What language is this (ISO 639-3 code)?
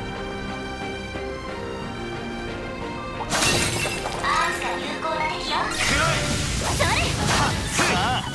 jpn